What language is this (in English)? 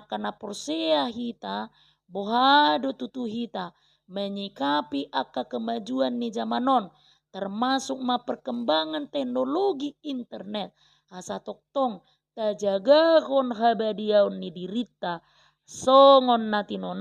Batak Toba